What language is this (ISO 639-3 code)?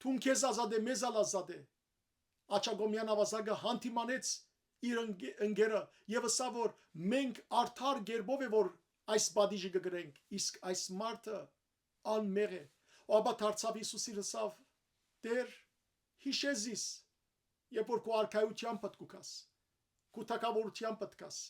hyw